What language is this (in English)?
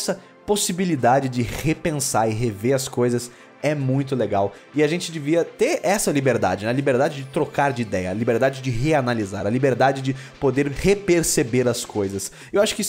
Portuguese